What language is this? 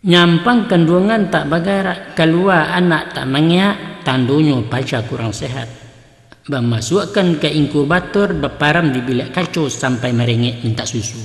Minangkabau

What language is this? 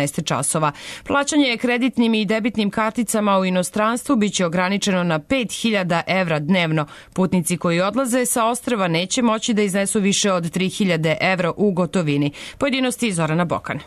Serbian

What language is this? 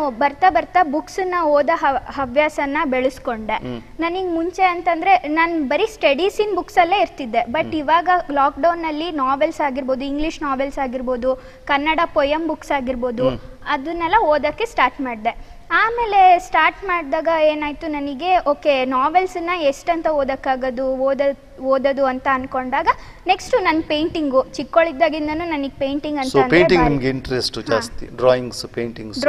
Kannada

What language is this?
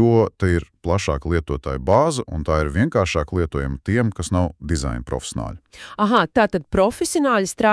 Latvian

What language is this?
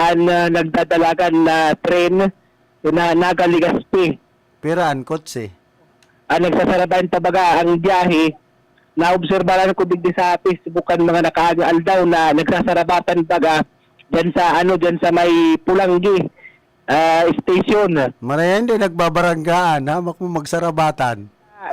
Bikol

